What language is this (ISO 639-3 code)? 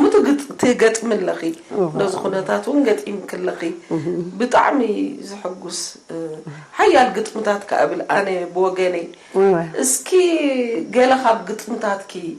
tir